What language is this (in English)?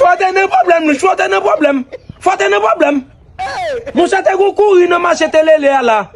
Haitian Creole